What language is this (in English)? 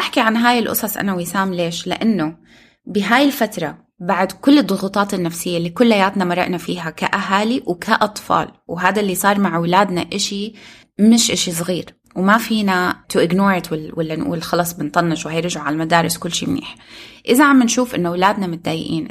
North Levantine Arabic